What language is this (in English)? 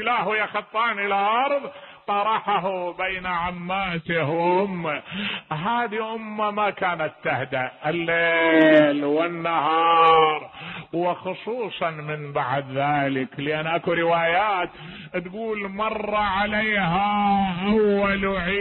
Mesopotamian Arabic